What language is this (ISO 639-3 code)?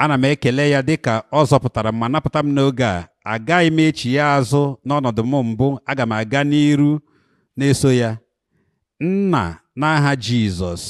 ibo